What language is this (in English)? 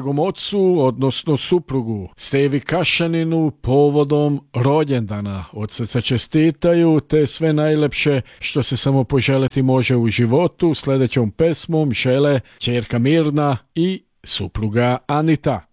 Serbian